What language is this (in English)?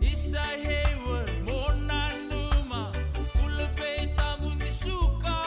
Fijian